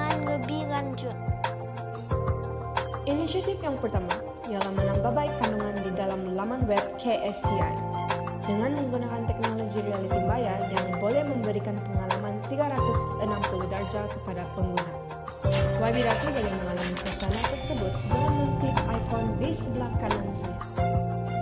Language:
Malay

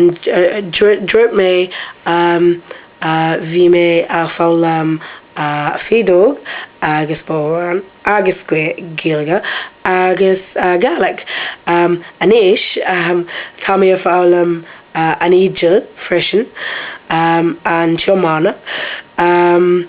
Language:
Irish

